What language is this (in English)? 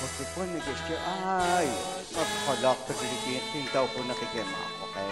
Kekchí